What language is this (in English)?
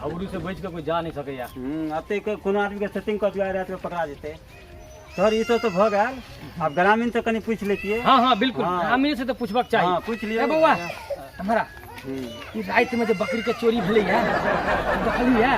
Maithili